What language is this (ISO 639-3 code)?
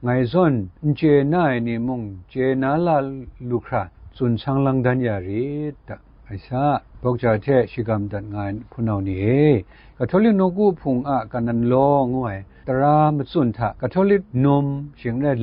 kac